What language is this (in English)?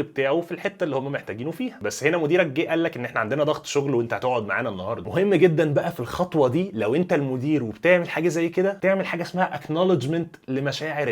Egyptian Arabic